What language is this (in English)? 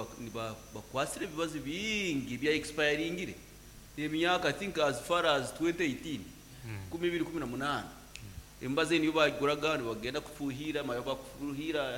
Nyankole